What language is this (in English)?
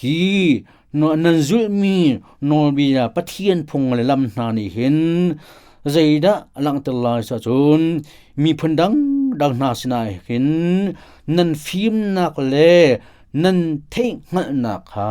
Hakha Chin